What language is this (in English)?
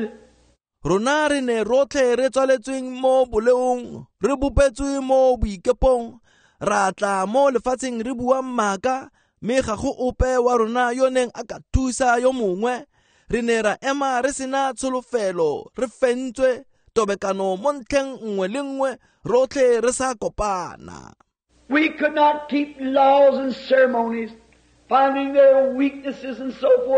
Tswana